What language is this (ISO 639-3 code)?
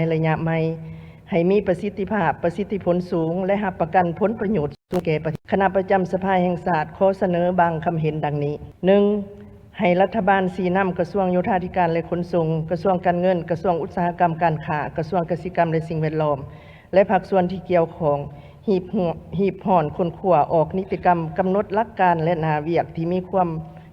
lao